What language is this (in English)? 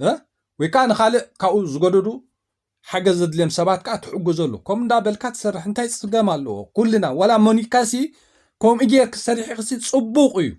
Tigrinya